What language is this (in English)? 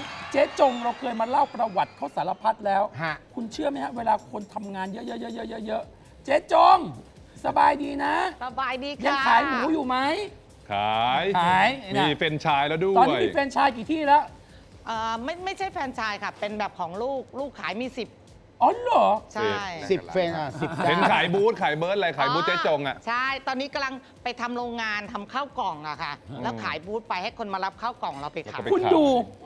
Thai